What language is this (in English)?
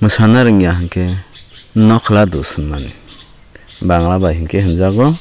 Kok Borok